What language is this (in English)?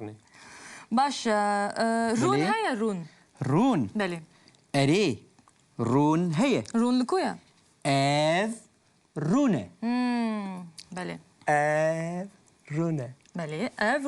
Kurdish